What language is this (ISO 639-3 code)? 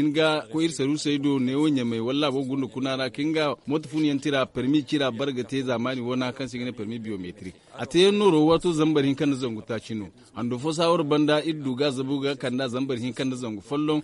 dje